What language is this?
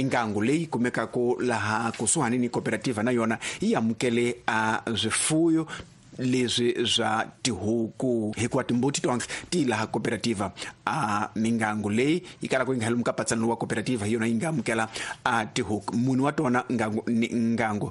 Tsonga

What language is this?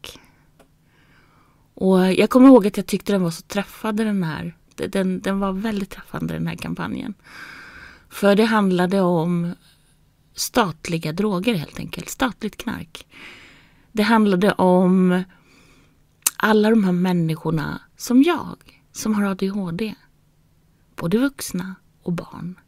Swedish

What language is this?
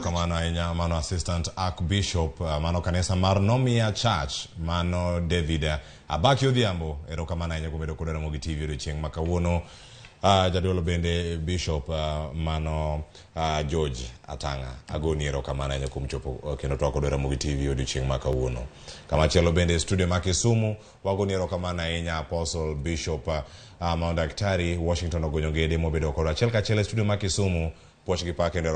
Luo (Kenya and Tanzania)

